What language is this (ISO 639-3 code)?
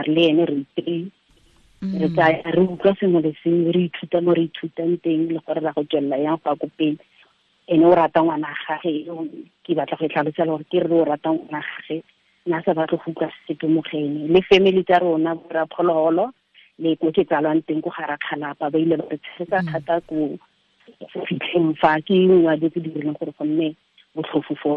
tsn